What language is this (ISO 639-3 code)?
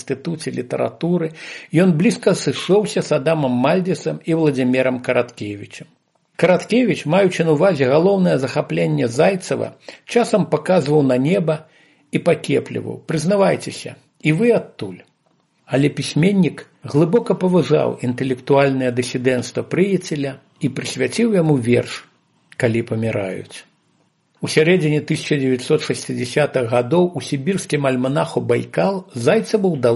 bel